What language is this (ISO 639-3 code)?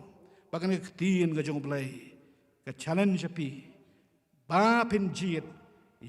kha